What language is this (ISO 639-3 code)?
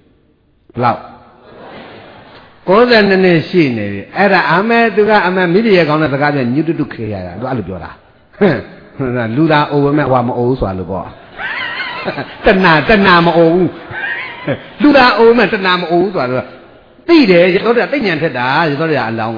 mya